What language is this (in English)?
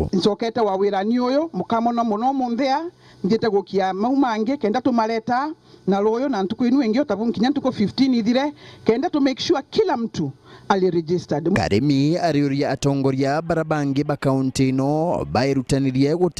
Meru